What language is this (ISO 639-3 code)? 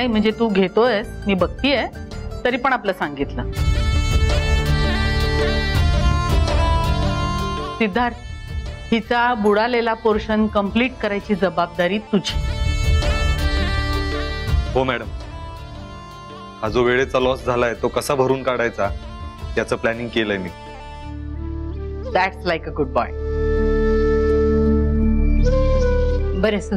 mar